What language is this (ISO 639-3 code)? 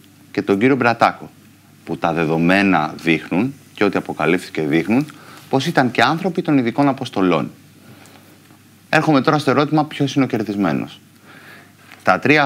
ell